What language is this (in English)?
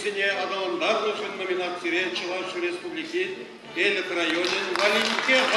Chuvash